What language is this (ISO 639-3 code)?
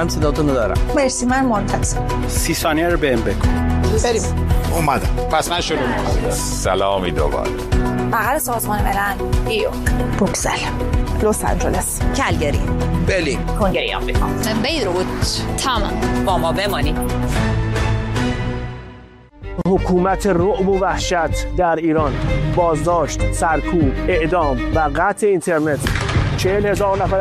fas